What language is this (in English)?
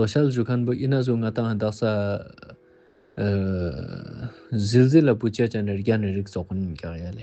Ladakhi